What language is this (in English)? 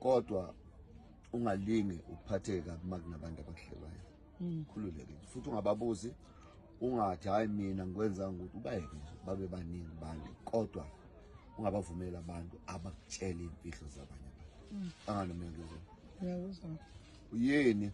Zulu